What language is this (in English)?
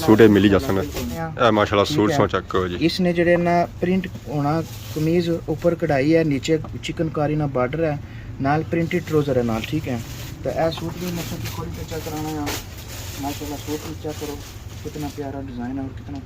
Pahari-Potwari